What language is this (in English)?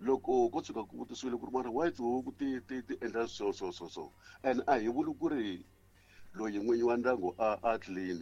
Tsonga